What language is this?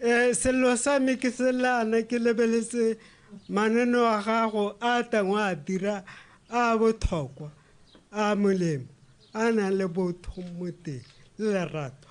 Tswana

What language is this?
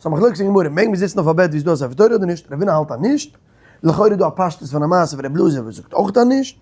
Yiddish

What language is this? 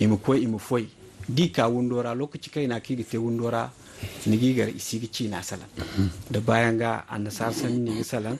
Zarma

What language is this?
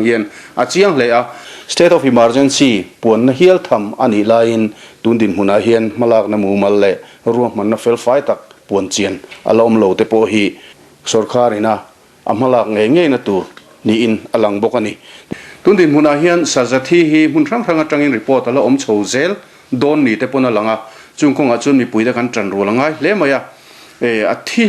Mizo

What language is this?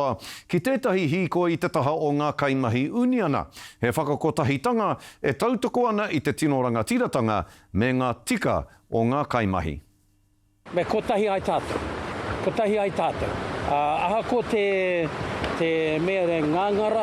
Māori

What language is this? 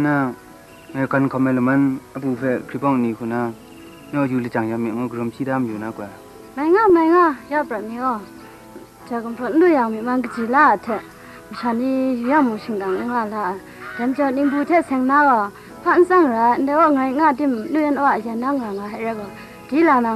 Kachin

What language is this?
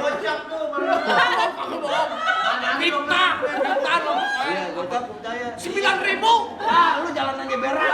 Betawi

